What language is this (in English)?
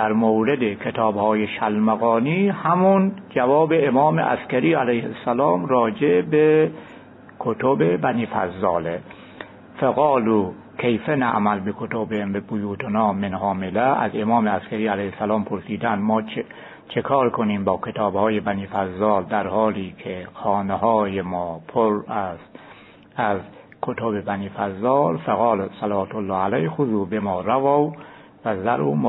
Persian